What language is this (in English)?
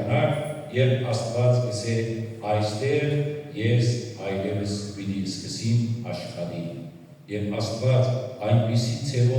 Western Armenian